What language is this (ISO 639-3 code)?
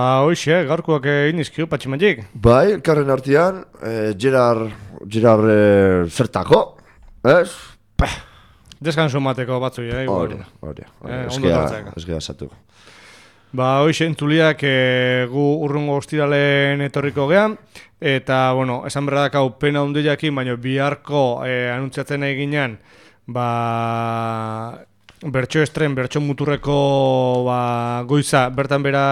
eus